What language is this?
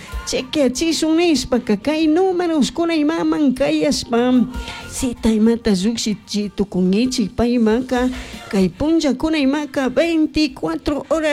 Chimborazo Highland Quichua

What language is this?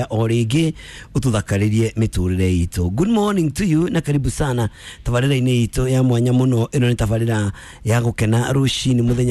Kikuyu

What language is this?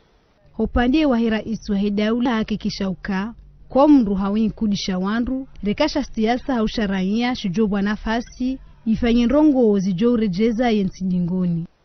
Ngazidja Comorian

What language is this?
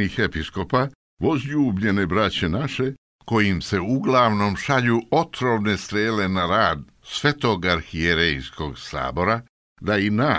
Serbian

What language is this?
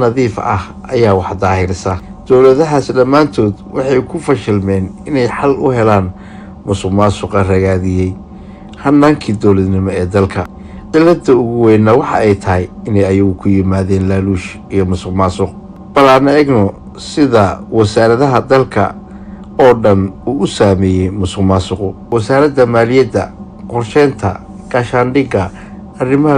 Somali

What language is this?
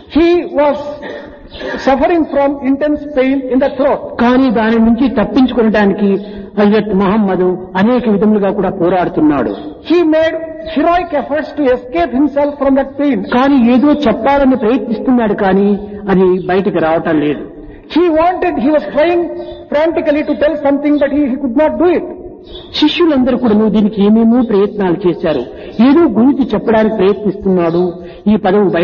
Telugu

